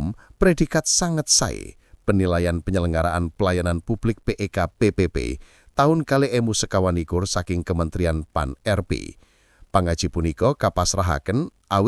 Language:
Javanese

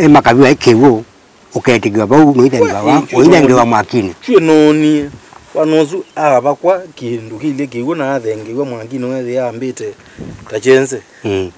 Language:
Kamba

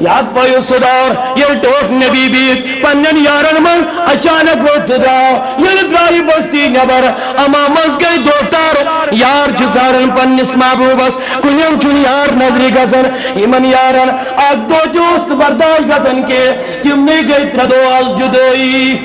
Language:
Kashmiri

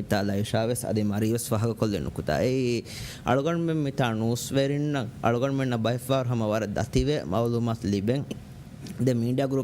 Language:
Divehi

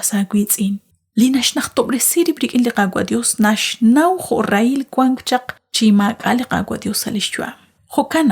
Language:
Kekchí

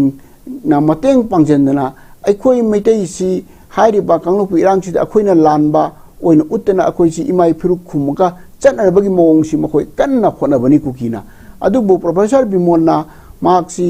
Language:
Manipuri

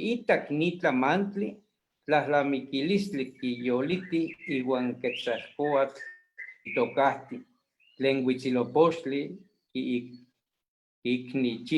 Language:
Eastern Huasteca Nahuatl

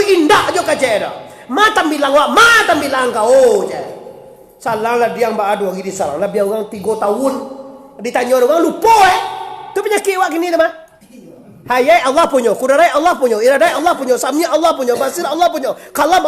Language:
Minangkabau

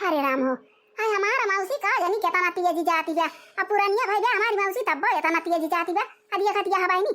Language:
Awadhi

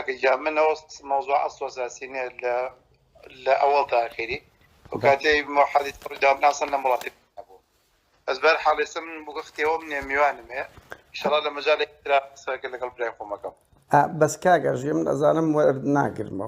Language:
Central Kurdish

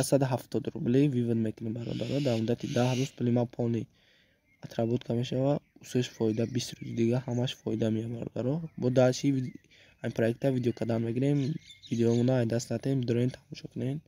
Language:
Tajik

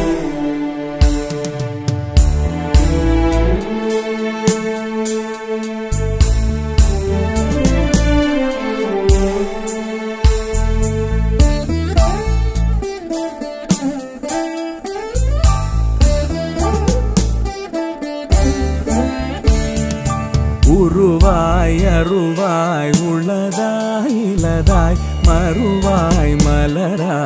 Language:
Tamil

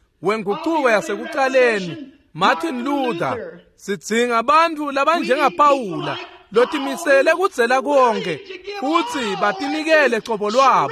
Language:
Swati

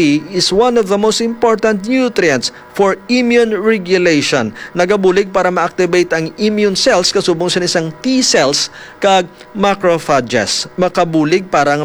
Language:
Hiligaynon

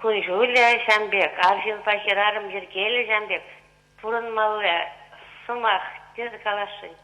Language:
Chuvash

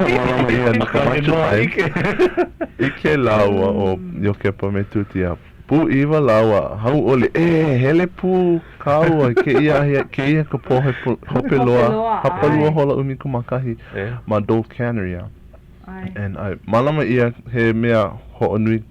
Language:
Hawaiian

